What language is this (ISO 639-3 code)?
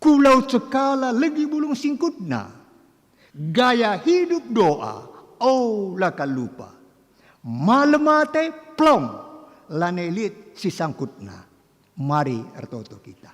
btx